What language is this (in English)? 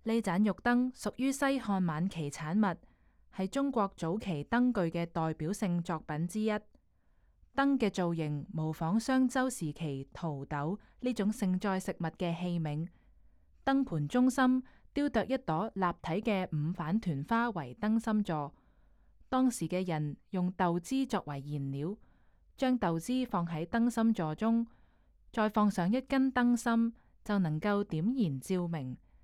Cantonese